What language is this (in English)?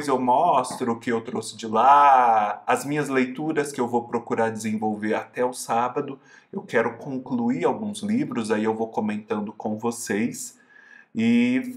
Portuguese